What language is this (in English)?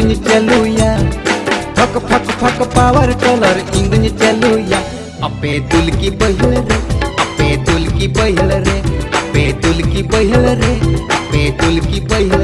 Santali